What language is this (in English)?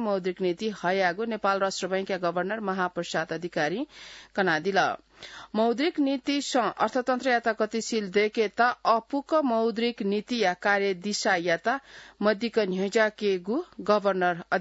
Newari